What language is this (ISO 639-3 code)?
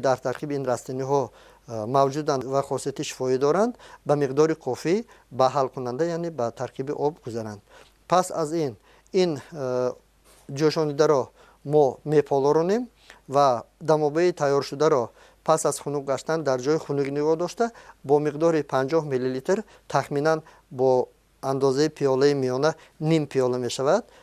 tgk